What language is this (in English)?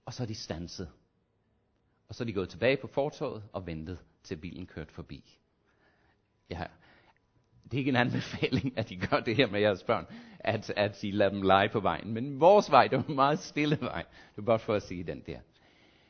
Danish